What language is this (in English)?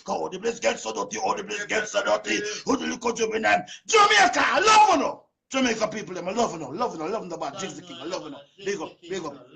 Jamaican Creole English